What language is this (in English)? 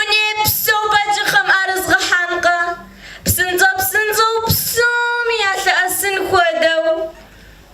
Kabardian